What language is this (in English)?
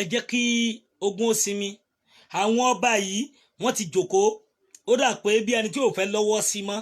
Yoruba